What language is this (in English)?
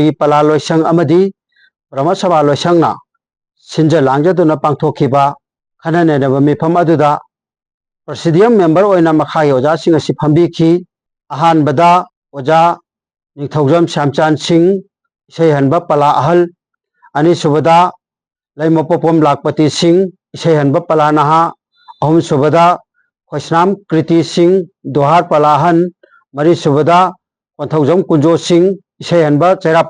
Manipuri